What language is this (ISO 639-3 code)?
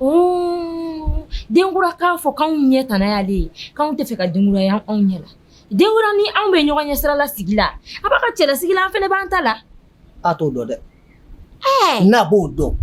bam